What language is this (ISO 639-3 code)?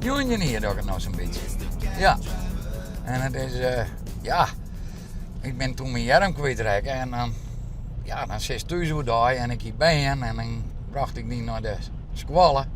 fry